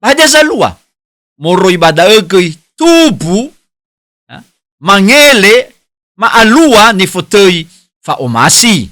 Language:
Nias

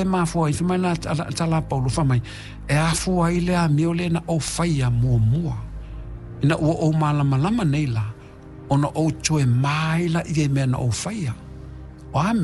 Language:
Samoan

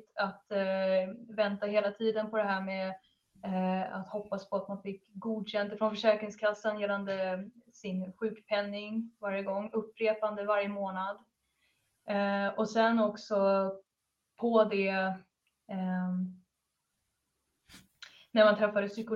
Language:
Swedish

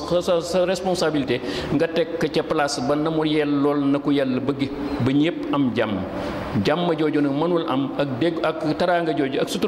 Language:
Wolof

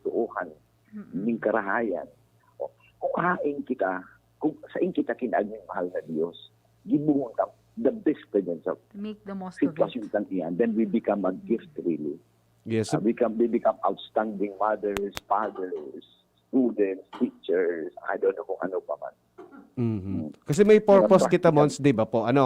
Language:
Bikol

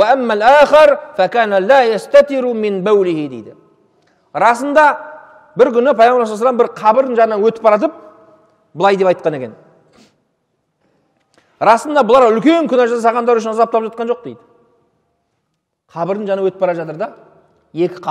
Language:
Kazakh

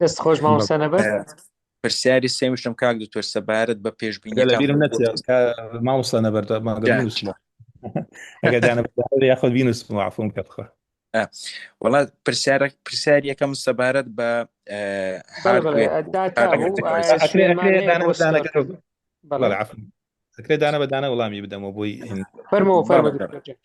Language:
Central Kurdish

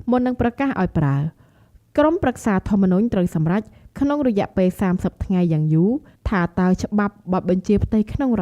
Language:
Khmer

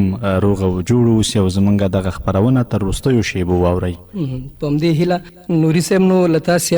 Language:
Pashto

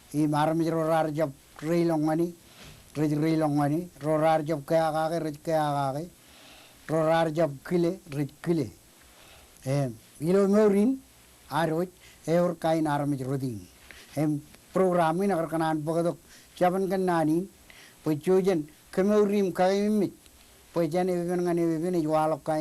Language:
Marshallese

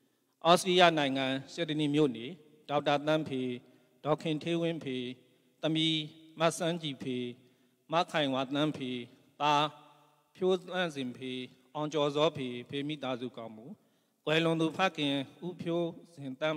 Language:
Burmese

